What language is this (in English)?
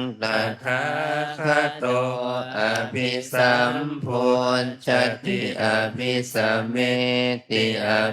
Pali